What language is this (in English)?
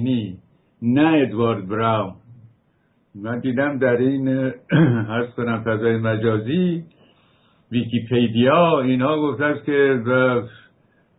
Persian